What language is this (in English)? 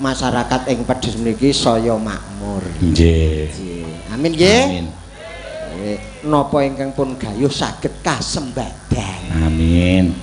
Javanese